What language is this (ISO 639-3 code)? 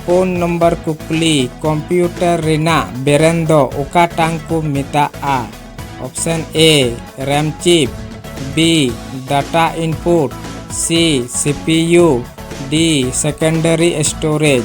sat